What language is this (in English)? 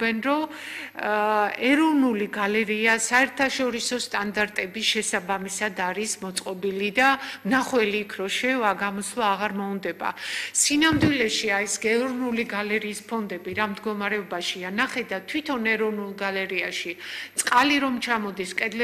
Georgian